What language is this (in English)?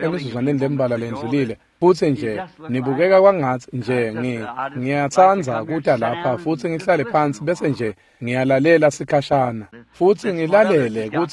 Swati